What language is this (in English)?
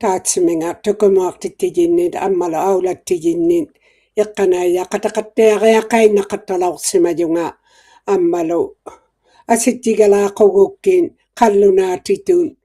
Inuktitut